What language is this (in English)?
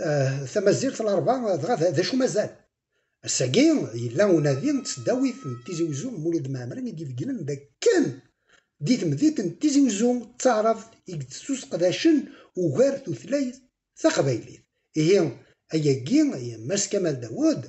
Kabyle